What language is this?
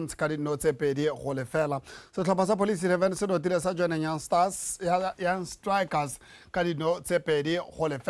Tswana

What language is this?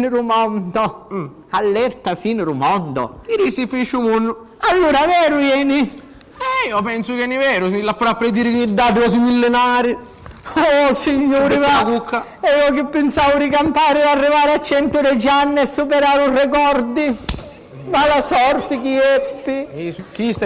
Sicilian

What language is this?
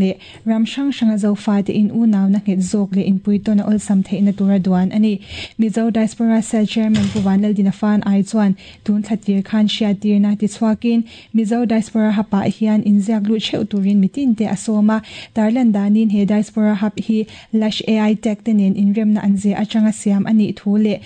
Mizo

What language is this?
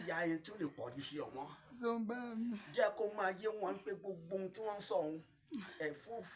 Yoruba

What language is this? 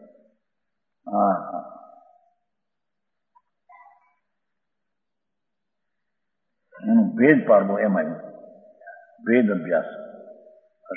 Gujarati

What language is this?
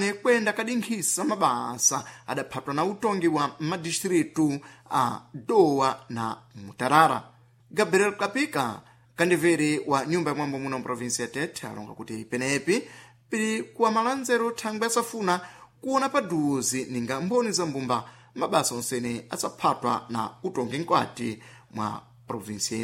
Sena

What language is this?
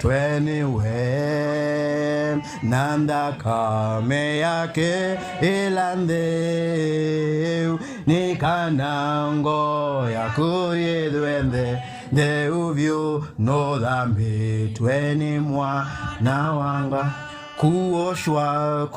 Kamba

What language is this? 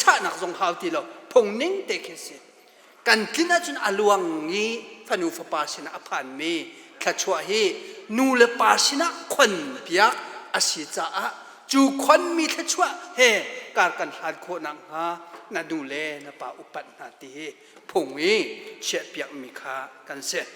Hakha Chin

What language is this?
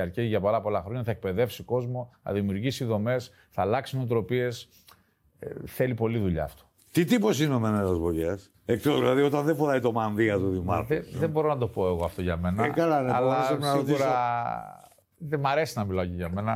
Greek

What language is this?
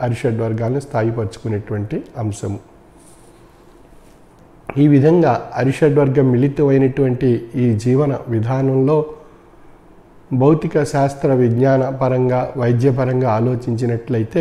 Telugu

